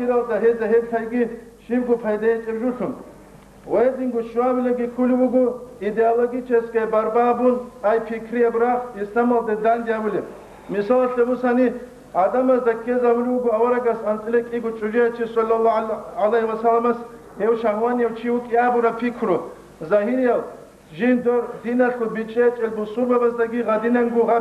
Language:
Avaric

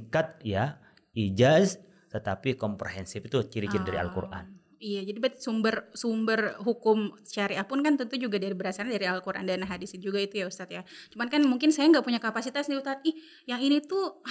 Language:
Indonesian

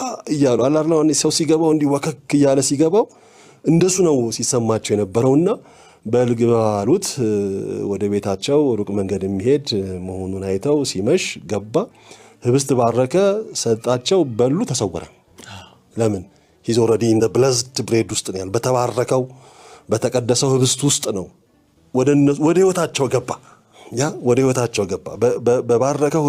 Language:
Amharic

